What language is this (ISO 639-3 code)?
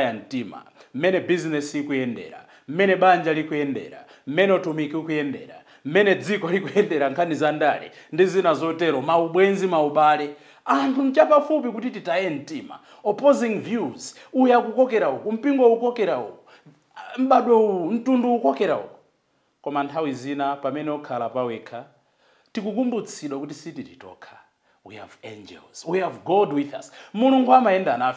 nya